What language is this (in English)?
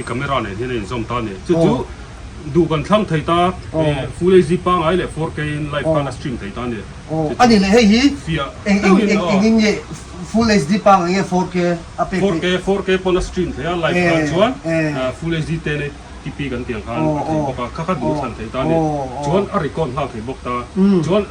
Mizo